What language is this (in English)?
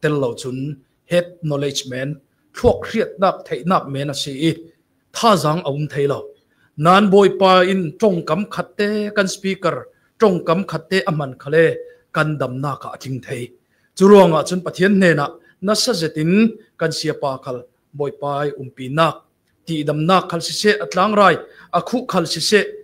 Falam Chin